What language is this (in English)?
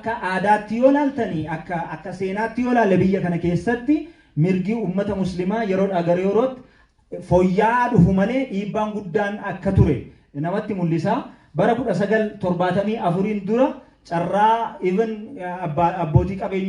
Oromo